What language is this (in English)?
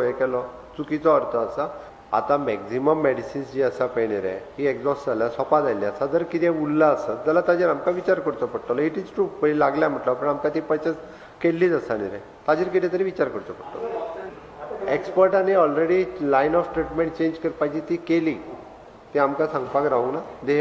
Konkani